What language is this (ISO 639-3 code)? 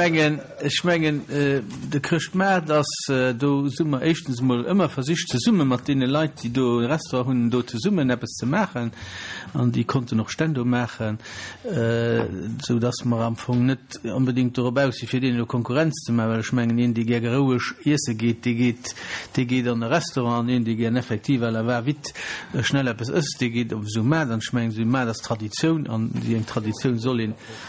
ltz